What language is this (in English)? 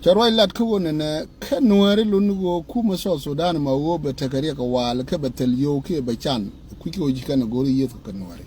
Nuer